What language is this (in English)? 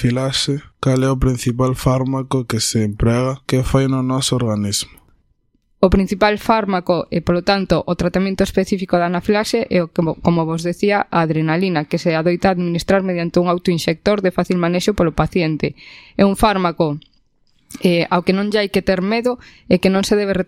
Galician